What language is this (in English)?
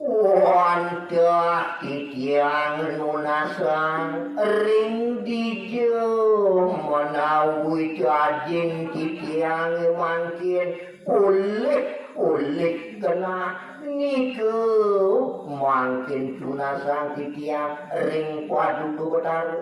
Balinese